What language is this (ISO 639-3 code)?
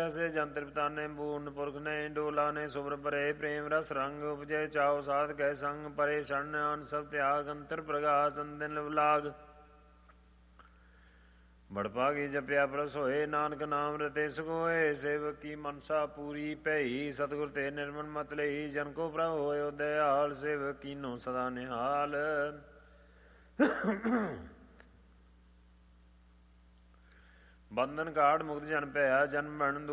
pan